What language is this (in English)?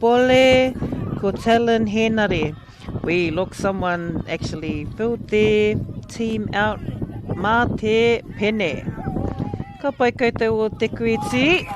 Māori